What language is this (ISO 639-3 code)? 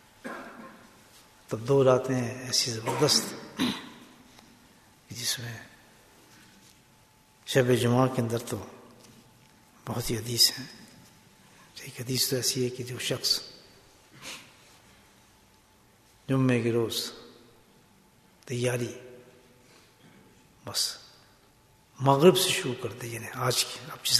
urd